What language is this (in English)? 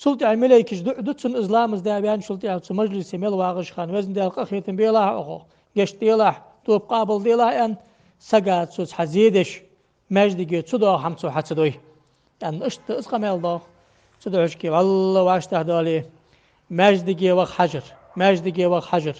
Ingush